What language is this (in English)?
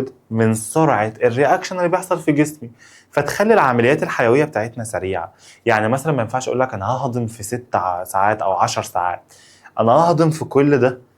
Egyptian Arabic